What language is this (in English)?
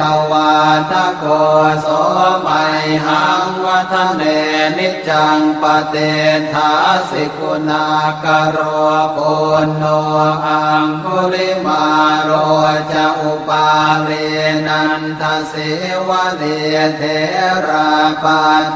Pali